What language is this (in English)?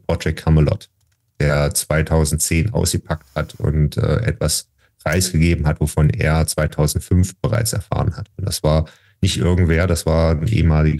German